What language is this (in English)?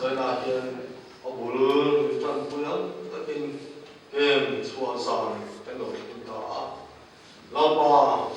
Mizo